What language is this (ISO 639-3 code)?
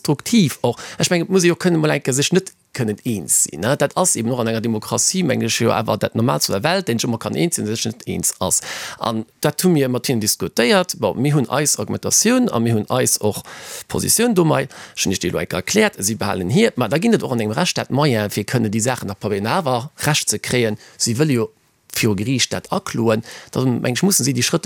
ltz